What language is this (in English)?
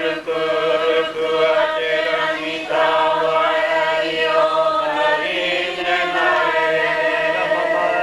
Māori